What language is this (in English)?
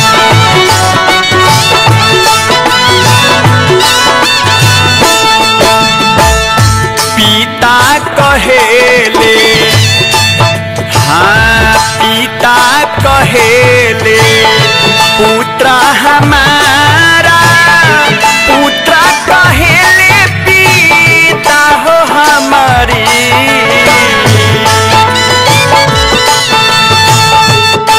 Bhojpuri